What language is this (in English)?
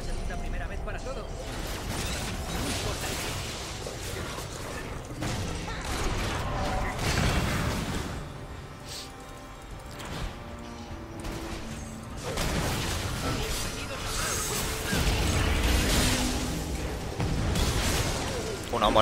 Spanish